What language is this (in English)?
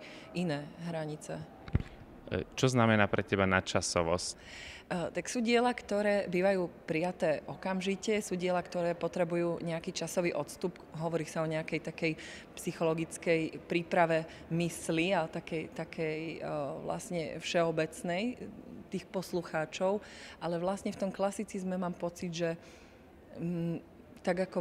Slovak